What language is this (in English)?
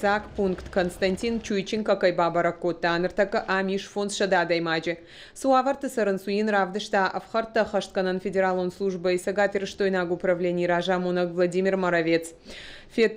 Ossetic